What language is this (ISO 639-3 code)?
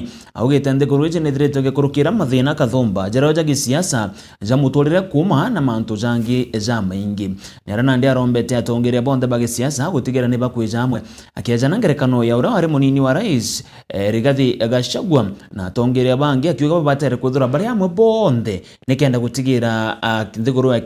mer